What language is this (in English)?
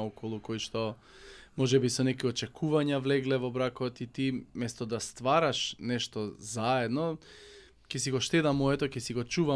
Macedonian